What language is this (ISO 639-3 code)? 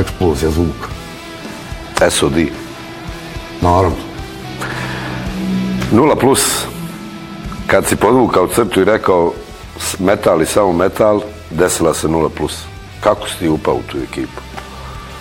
bos